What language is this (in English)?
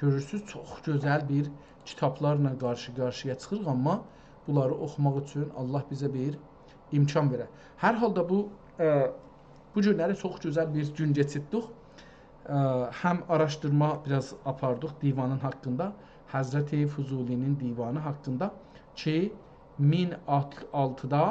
South Azerbaijani